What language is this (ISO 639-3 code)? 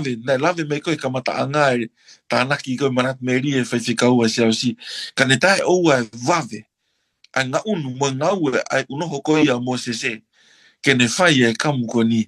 ton